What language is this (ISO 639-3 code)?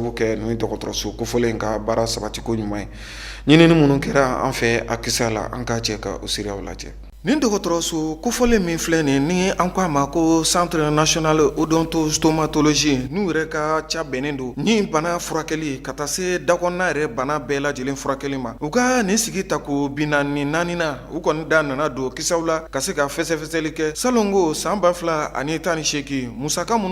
bam